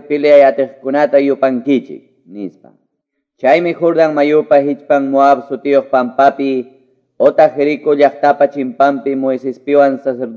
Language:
Quechua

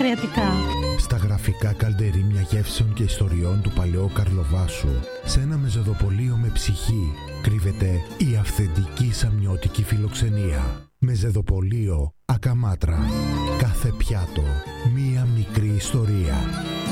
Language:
Greek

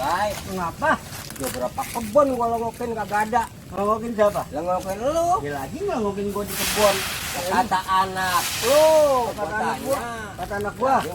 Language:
Betawi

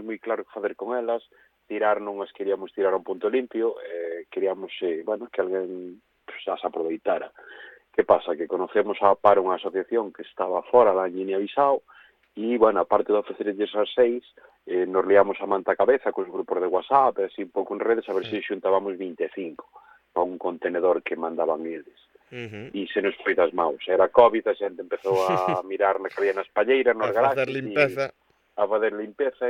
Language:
Galician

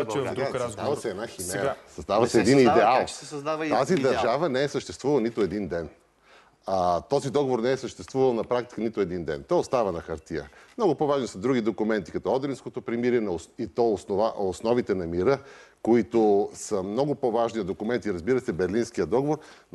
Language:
Bulgarian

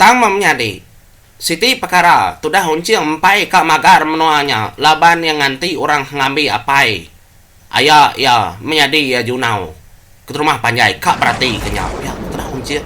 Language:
Iban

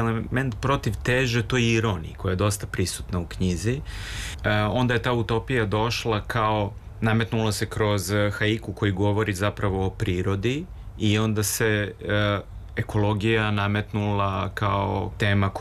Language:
Serbian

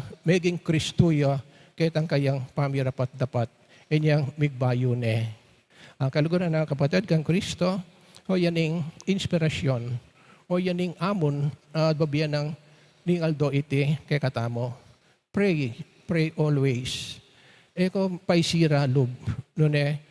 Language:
Pampanga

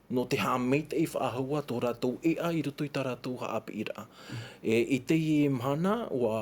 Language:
Tahitian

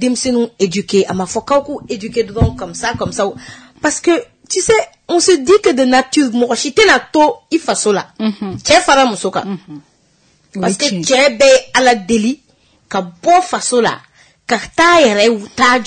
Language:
Bambara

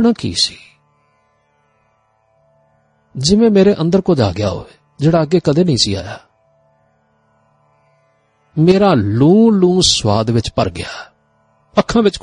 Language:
Punjabi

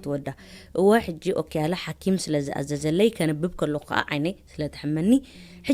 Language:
Tigrinya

